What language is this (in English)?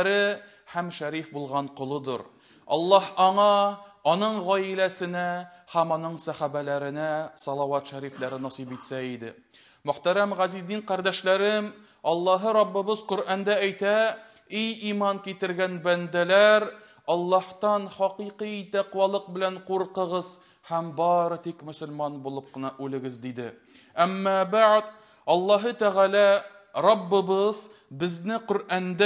Tatar